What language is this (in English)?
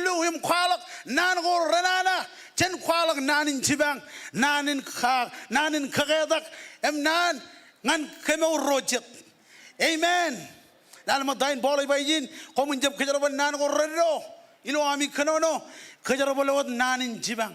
Marshallese